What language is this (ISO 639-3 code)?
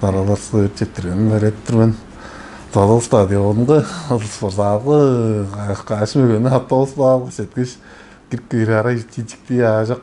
tyv